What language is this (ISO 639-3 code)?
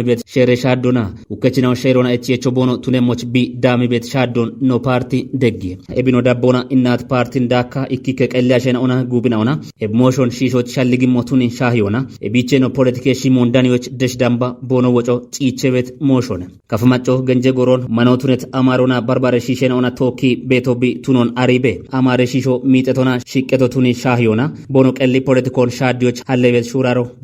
kbr